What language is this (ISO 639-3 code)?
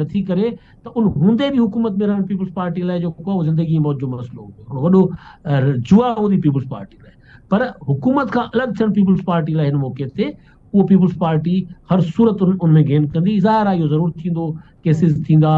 snd